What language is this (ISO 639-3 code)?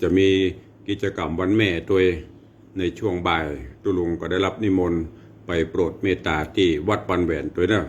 nod